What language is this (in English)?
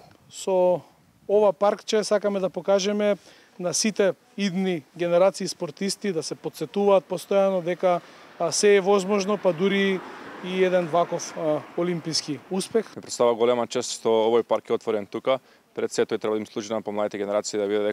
Macedonian